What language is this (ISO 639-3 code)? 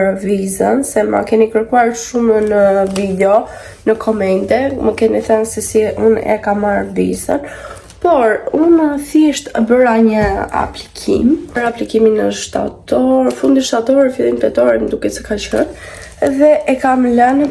sqi